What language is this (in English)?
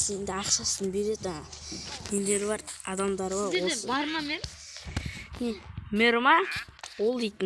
Kazakh